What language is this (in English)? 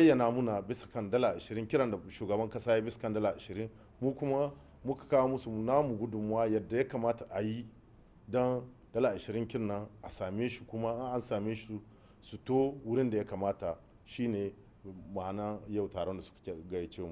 Hausa